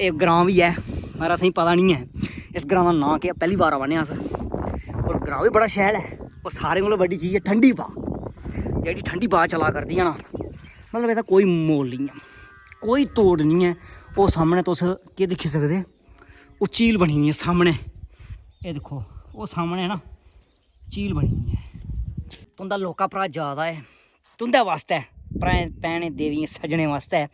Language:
Dogri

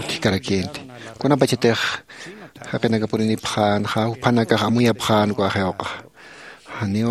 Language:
Aymara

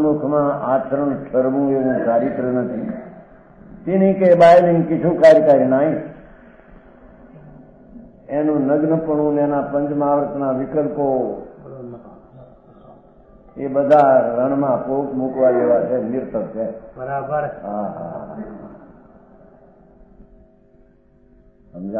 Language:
Gujarati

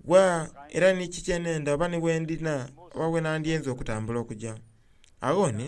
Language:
Soga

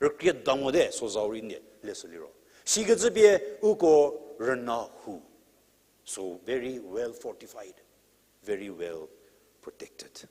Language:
Angami Naga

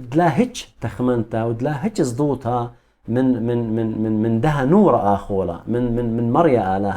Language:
Assyrian Neo-Aramaic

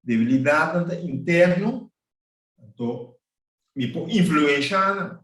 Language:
Papiamento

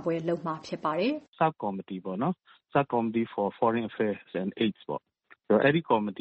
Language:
Burmese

